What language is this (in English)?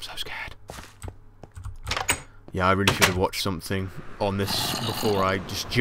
English